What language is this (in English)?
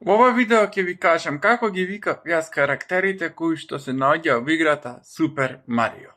Macedonian